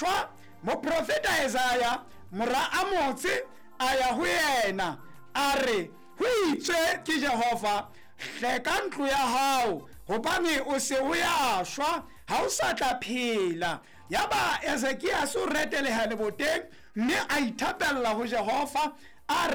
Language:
Southern Sotho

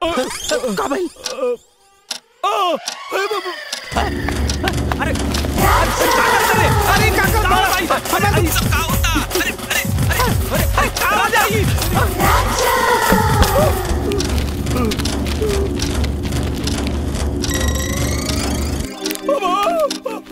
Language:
Bhojpuri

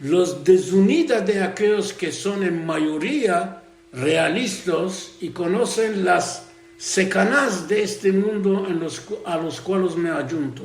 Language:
Ladino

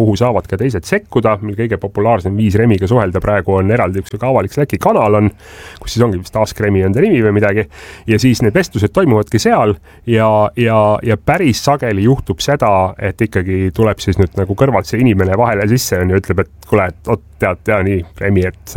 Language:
Estonian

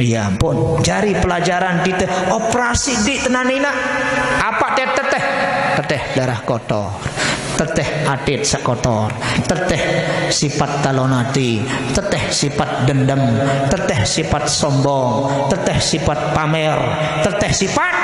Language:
Sasak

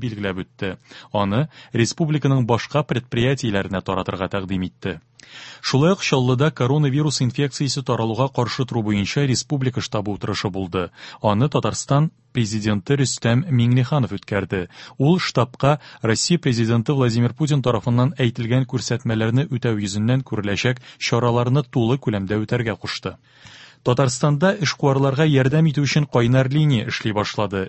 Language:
Tatar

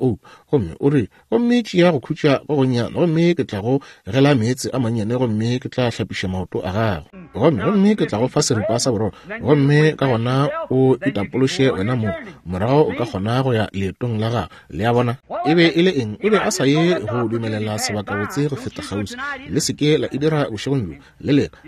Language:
Northern Sotho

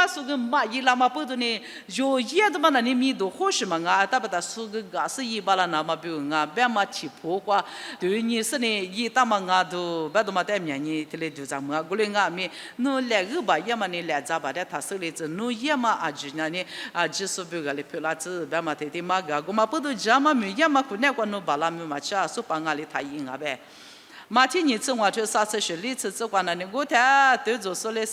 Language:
Lisu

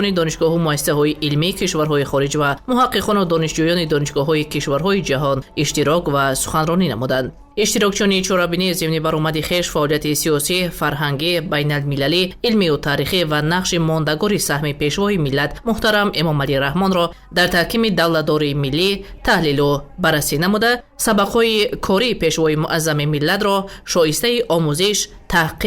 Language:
Tajik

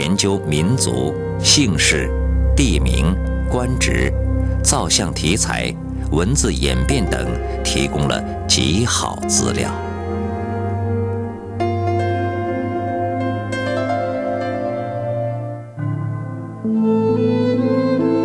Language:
Chinese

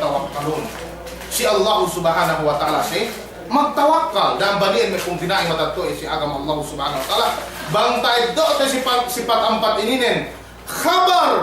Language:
Yakan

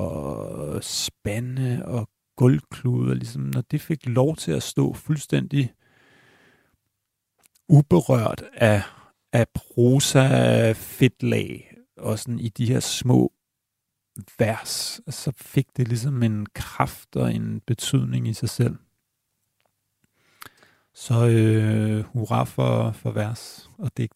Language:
Danish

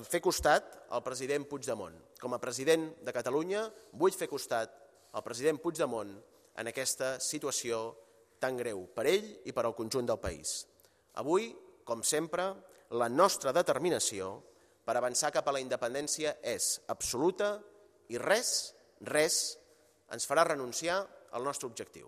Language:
Catalan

